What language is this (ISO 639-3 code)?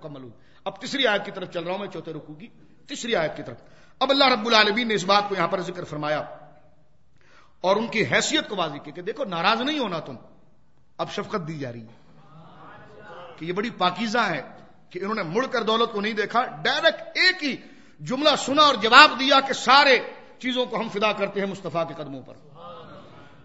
urd